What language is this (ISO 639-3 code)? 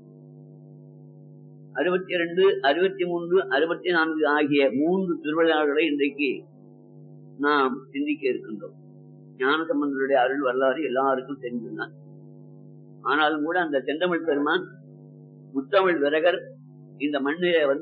tam